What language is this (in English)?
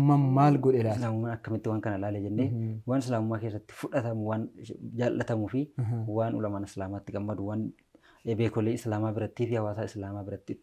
Oromo